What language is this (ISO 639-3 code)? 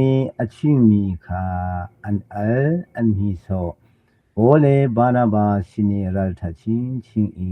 cnh